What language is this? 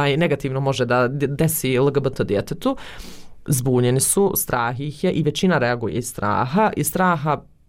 Bosnian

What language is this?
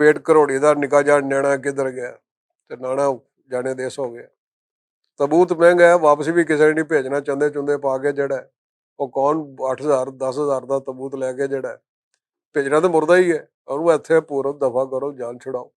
Western Panjabi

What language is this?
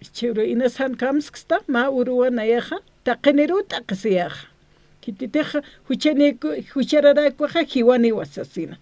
Aymara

